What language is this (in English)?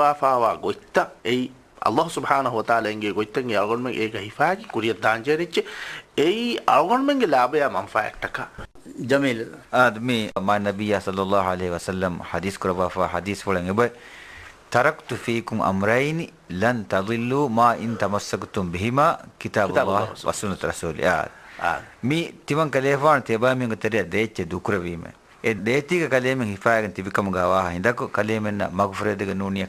Divehi